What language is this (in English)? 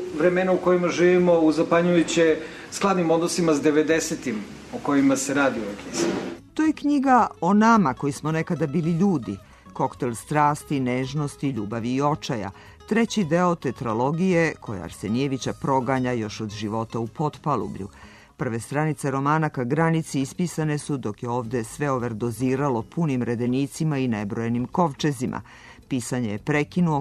Serbian